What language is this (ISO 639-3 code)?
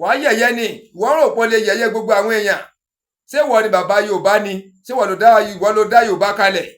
yor